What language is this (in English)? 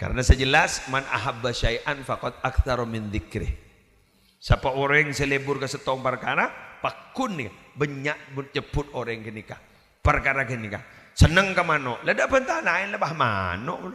Madurese